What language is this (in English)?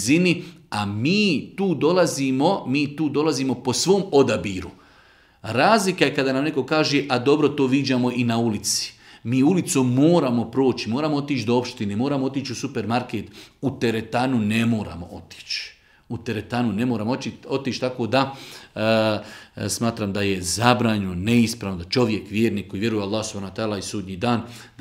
Bosnian